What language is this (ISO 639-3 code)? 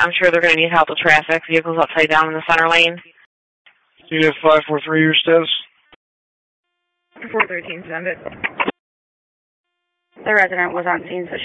eng